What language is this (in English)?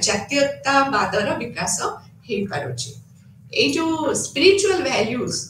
Odia